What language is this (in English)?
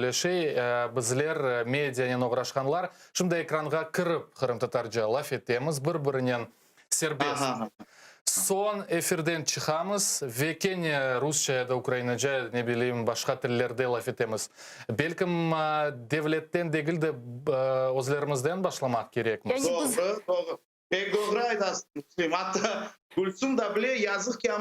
Crimean Tatar